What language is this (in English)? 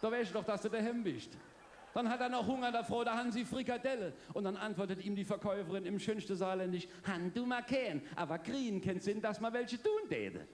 Palatine German